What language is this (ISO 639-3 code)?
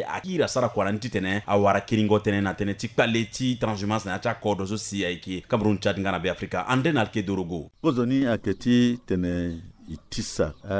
sag